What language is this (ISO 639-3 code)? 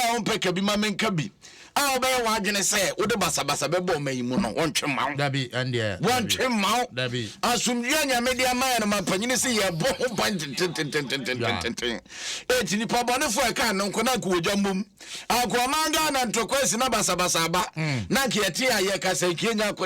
aka